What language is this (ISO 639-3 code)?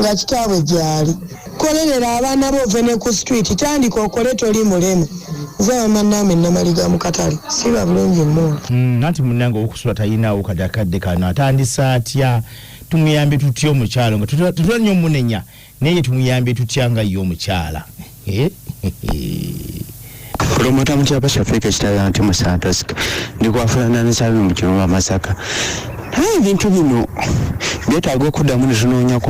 lug